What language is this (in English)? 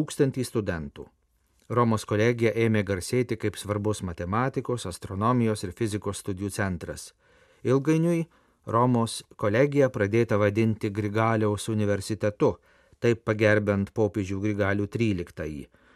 Lithuanian